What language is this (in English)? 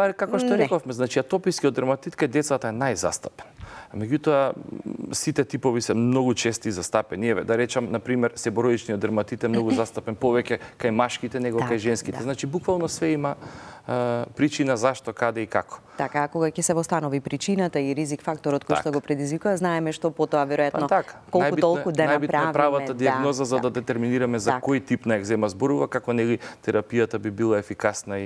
Macedonian